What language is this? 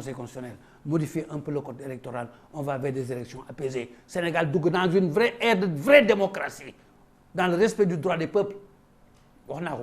Wolof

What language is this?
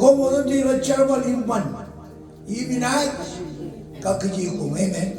Marshallese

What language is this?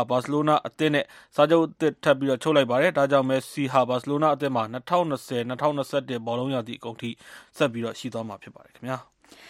Burmese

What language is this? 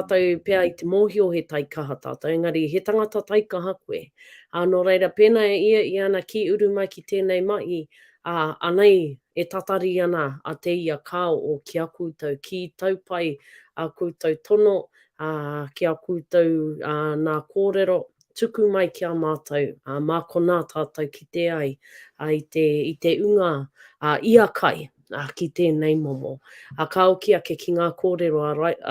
Māori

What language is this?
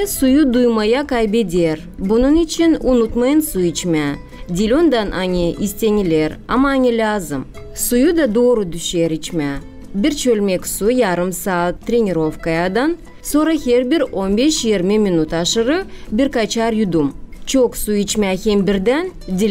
Gagauz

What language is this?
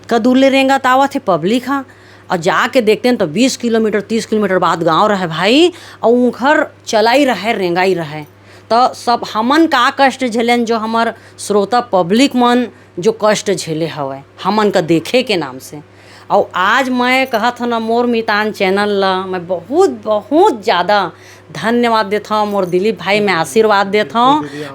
Chhattisgarhi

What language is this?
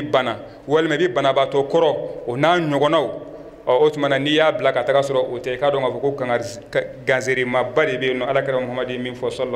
Bambara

